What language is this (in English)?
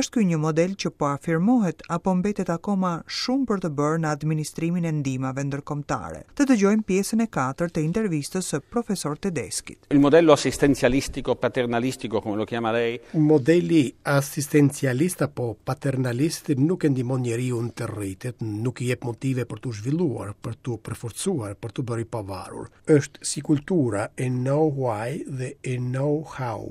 Albanian